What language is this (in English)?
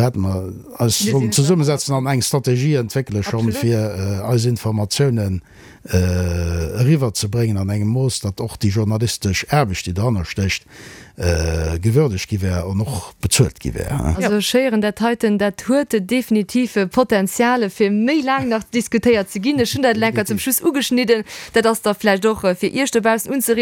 Luxembourgish